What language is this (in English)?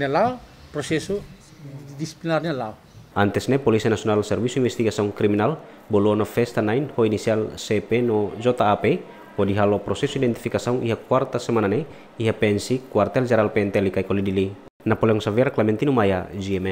Tetum